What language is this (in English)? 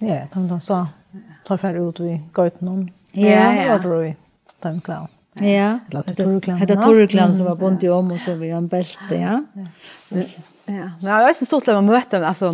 Faroese